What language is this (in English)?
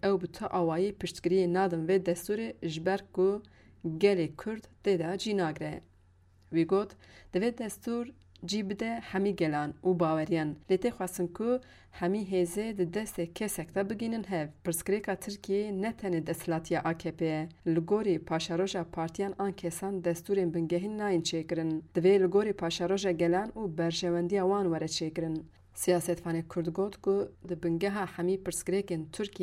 Kurdish